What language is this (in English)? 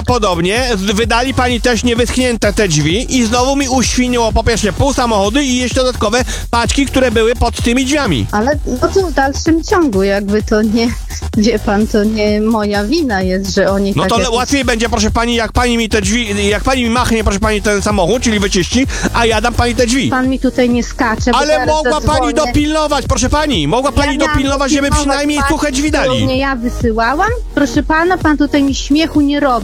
Polish